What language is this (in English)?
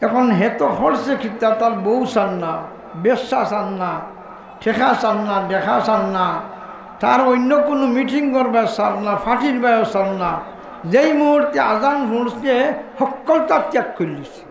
Sylheti